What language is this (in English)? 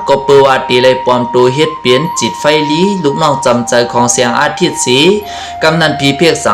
Shan